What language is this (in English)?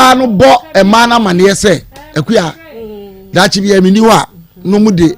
Akan